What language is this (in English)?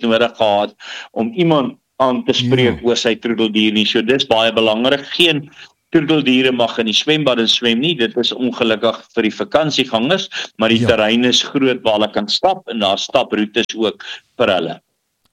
Afrikaans